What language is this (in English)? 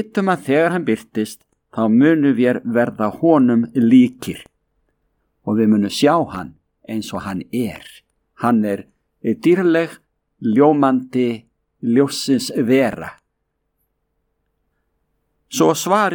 Icelandic